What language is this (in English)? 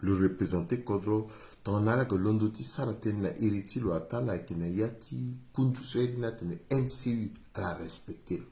Sango